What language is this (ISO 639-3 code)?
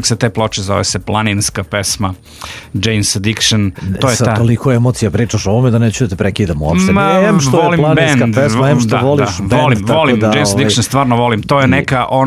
srp